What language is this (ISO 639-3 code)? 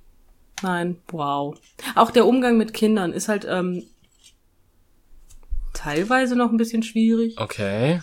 deu